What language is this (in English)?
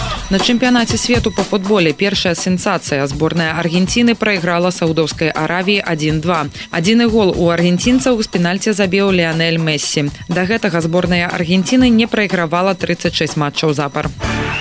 Belarusian